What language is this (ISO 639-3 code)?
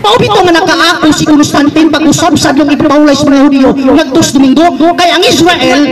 ceb